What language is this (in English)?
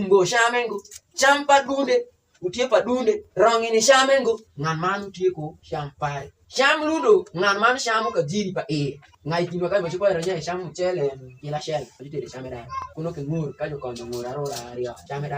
Alur